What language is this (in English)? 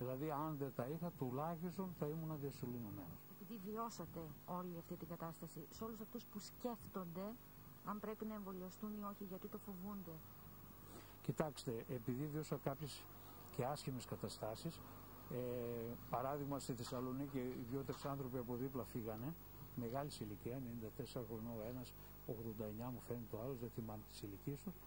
Greek